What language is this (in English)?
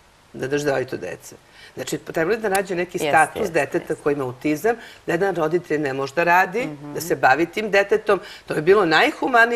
Serbian